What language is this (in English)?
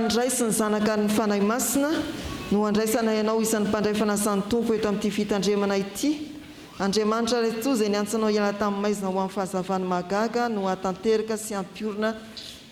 Malagasy